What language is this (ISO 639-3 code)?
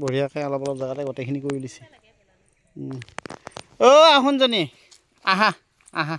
asm